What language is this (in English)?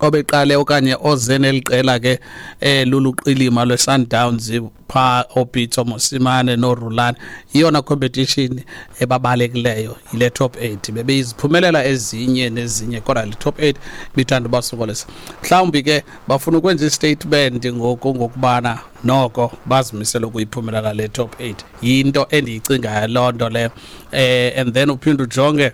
Xhosa